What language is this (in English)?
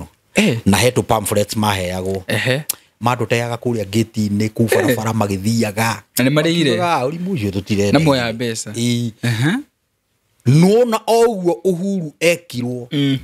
Kikuyu